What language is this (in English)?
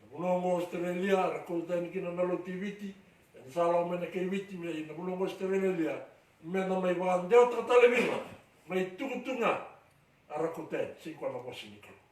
Fijian